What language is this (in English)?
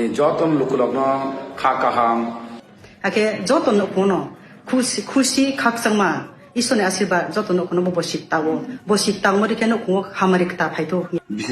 Kok Borok